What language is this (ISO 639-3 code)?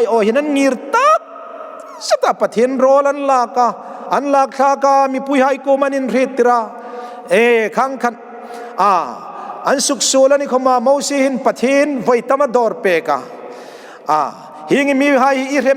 hmr